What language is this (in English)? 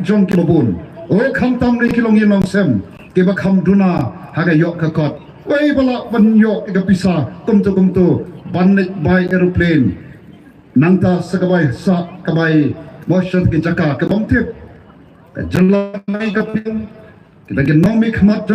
Khasi